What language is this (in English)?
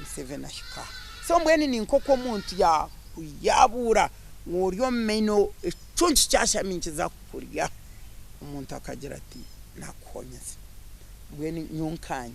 Nyankole